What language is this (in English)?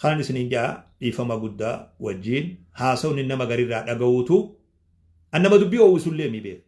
Oromo